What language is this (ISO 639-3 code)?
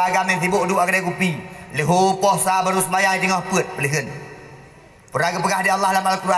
ace